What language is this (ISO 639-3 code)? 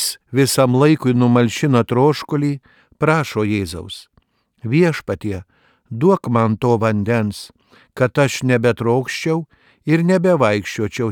lit